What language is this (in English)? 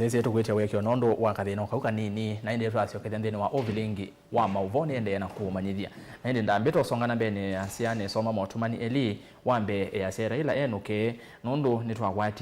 Kamba